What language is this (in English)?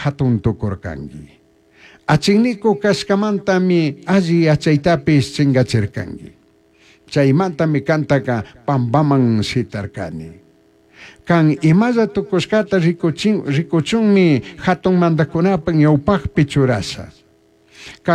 Chimborazo Highland Quichua